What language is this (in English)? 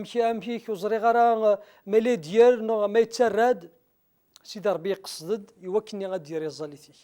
Kabyle